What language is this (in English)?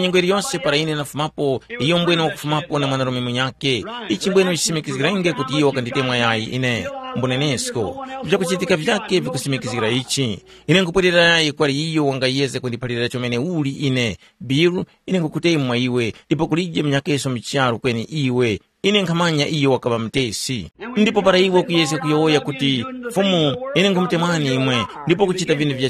Tumbuka